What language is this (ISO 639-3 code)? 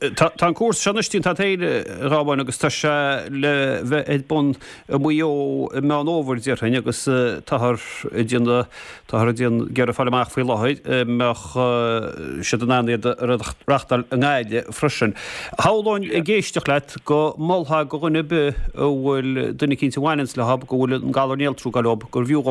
gle